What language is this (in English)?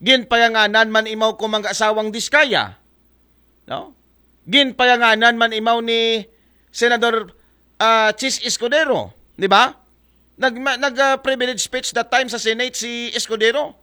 Aklanon